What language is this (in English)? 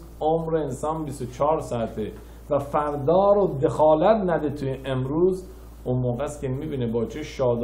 Persian